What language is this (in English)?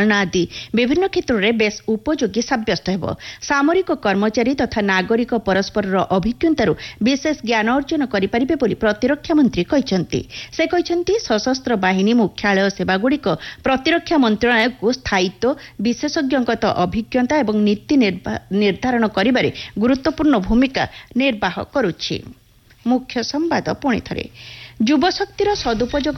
Odia